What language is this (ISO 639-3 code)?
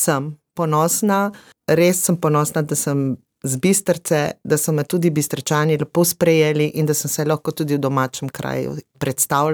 slv